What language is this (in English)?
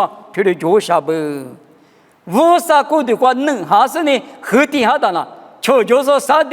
Lisu